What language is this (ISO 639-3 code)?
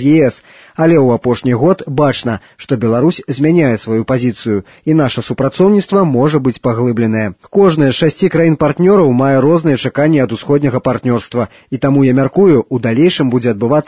bel